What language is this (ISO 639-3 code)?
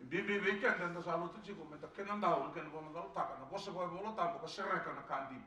fij